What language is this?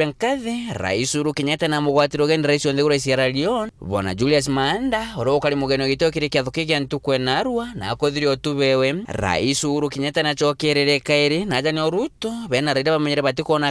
Meru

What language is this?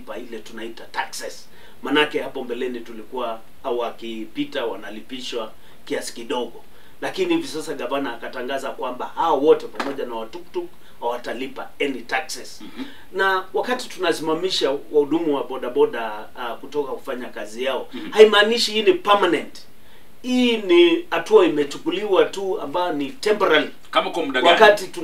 Swahili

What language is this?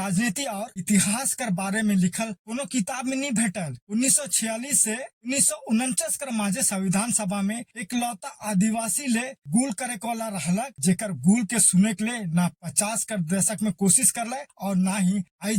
Sadri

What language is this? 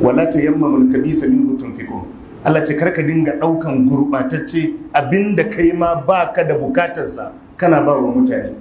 Hausa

